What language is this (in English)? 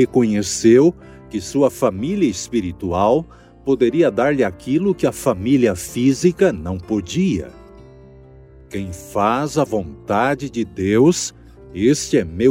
Portuguese